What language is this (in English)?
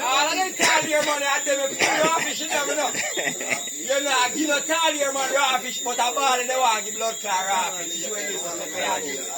Jamaican Creole English